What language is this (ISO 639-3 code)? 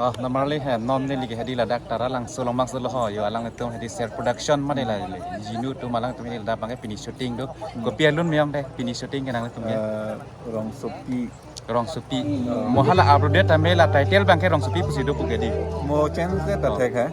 mjw